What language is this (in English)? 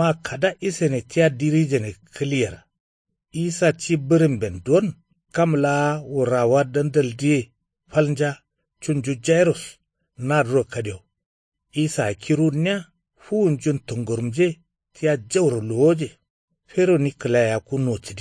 Kanuri